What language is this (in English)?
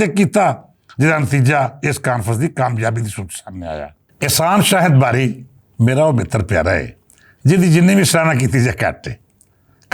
Western Panjabi